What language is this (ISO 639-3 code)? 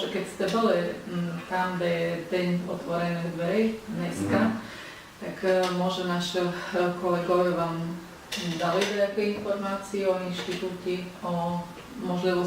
rue